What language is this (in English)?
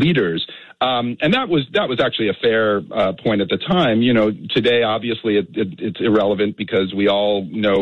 English